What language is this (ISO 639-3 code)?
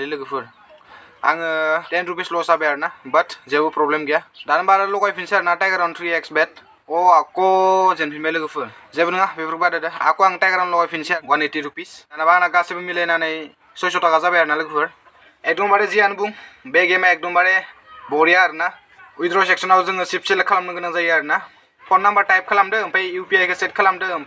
brx